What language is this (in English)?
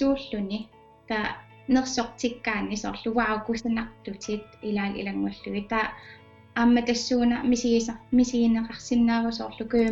Kalaallisut